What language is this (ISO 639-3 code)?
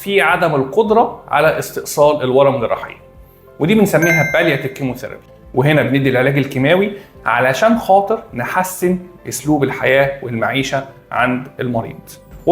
arz